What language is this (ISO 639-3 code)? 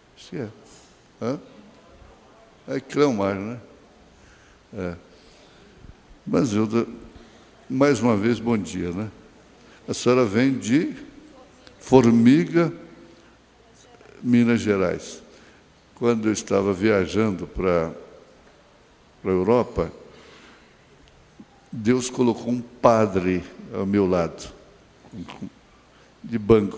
por